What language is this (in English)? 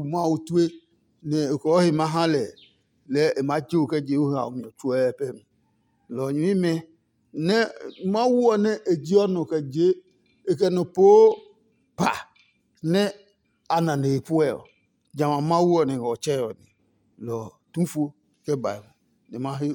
Adangme